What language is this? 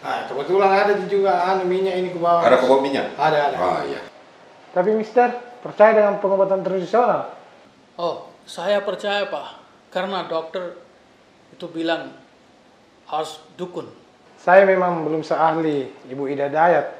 Makassar Malay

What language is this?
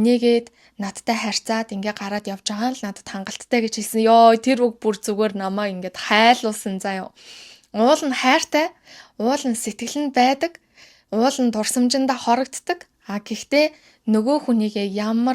Mongolian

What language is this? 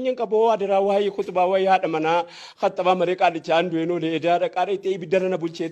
Oromo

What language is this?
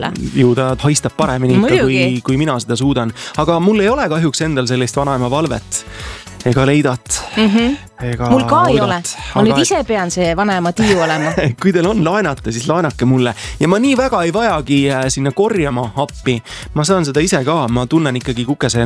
Estonian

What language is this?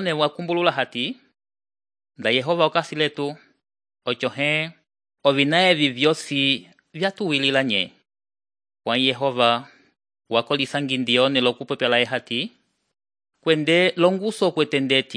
Umbundu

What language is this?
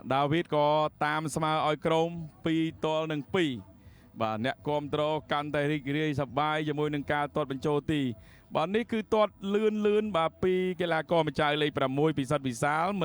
Khmer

